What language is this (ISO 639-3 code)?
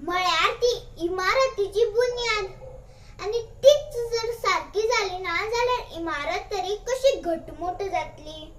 kok